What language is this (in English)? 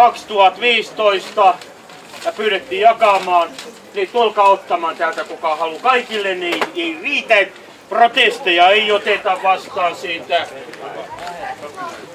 Finnish